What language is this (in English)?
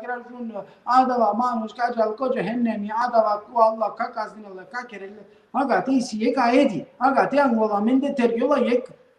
Balkan Romani